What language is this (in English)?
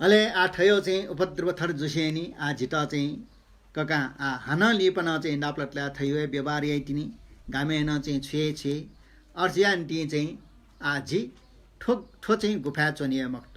Newari